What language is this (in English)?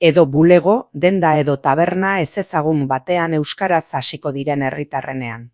Basque